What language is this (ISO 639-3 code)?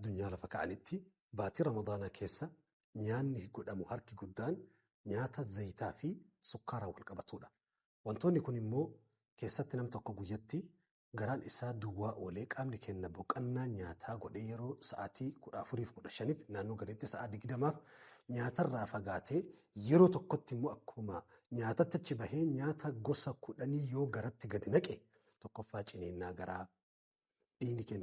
orm